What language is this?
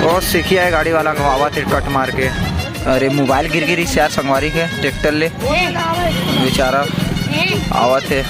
Chhattisgarhi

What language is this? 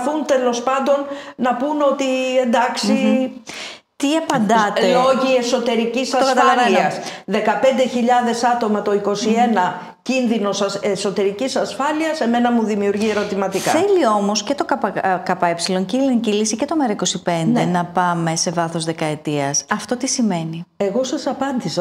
Greek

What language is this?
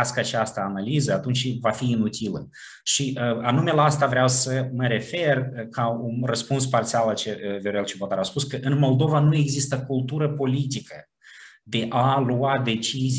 Romanian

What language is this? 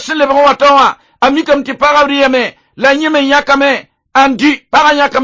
Mossi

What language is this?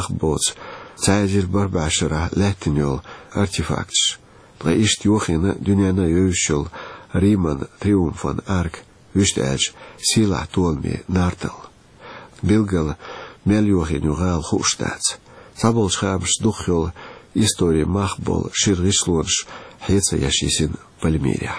Chechen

